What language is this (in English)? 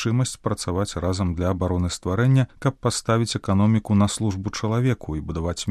Belarusian